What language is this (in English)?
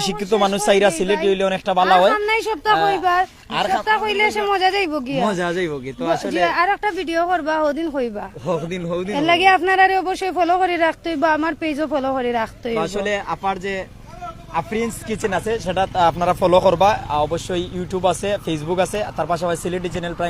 Sylheti